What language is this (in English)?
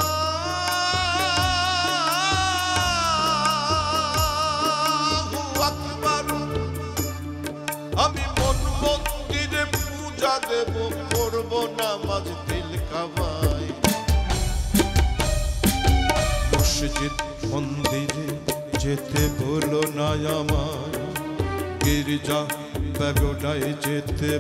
Bangla